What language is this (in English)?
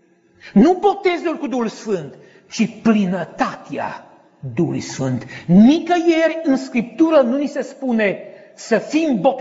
Romanian